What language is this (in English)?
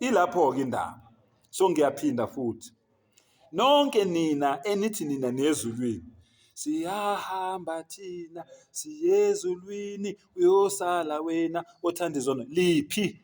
Zulu